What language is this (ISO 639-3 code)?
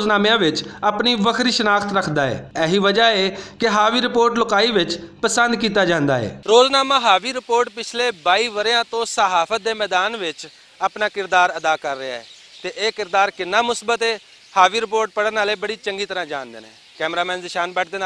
lah